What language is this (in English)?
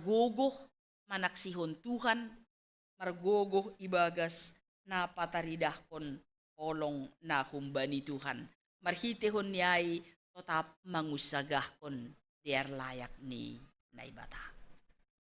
Batak Simalungun